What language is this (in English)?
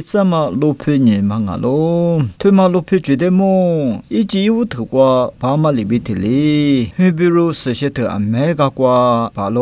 Lisu